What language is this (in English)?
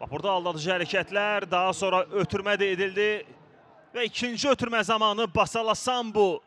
Azerbaijani